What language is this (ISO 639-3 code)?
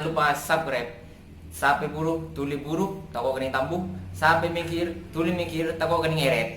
mad